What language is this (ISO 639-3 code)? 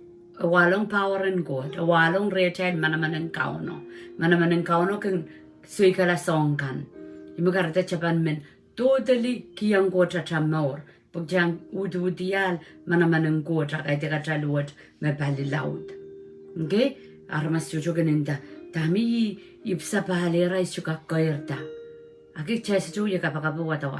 pon